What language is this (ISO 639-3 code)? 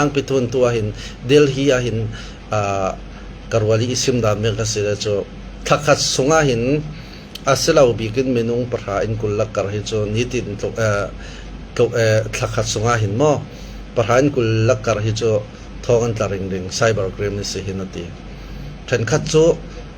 cfm